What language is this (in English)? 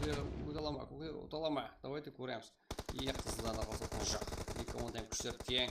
Kara-Kalpak